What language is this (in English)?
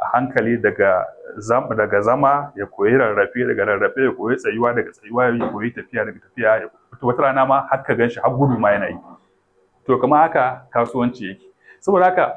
Hausa